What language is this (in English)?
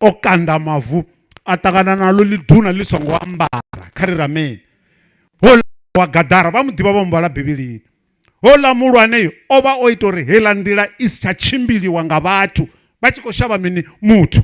Venda